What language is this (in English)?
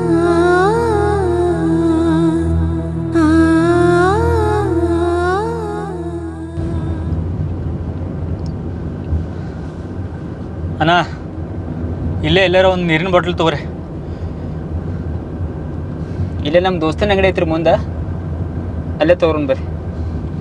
Kannada